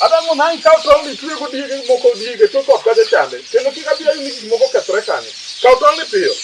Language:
Luo (Kenya and Tanzania)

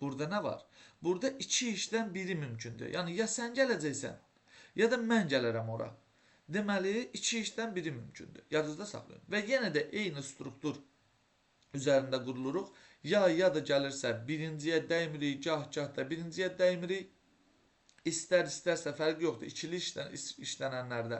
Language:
Azerbaijani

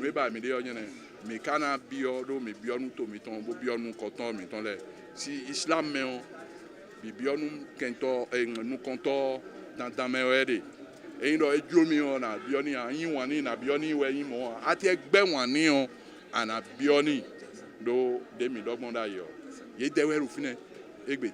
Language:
Fon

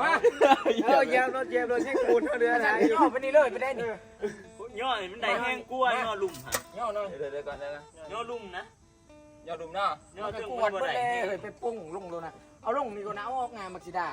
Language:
Northeastern Thai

